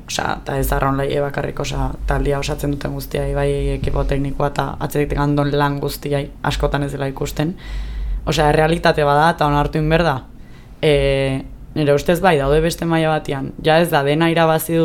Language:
Basque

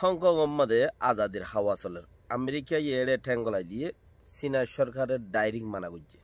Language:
Rohingya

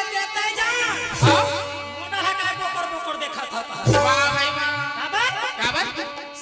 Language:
Chhattisgarhi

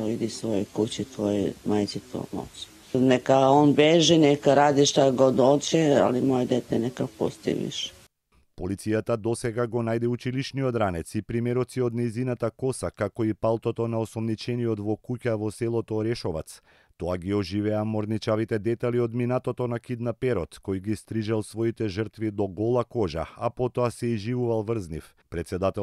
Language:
Macedonian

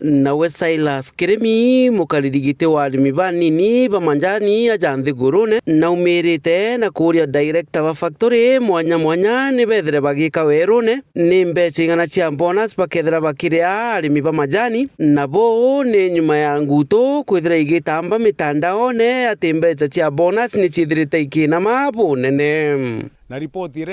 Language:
Meru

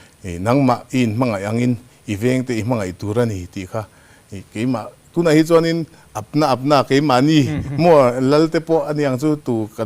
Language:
Mizo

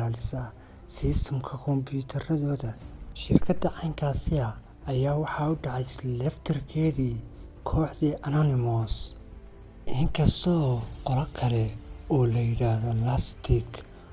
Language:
Somali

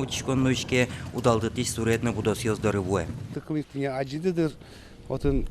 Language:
Udmurt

